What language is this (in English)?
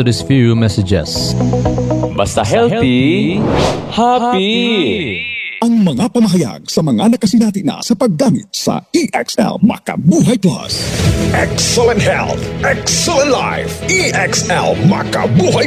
Cebuano